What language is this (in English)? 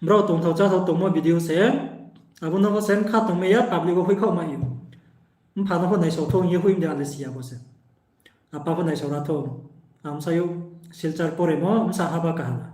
Riang (India)